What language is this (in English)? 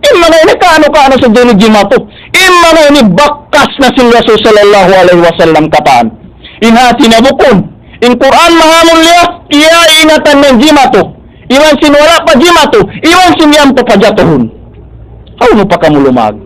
Tausug